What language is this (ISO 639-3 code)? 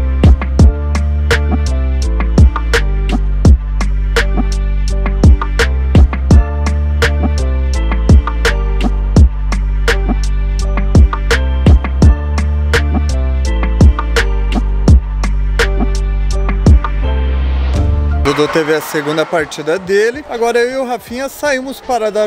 por